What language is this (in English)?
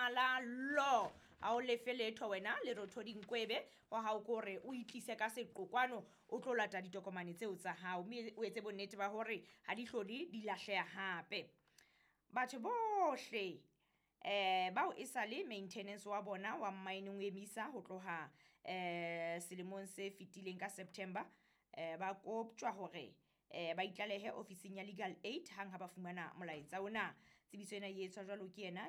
Southern Sotho